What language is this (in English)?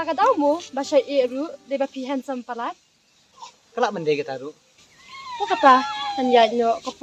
Khasi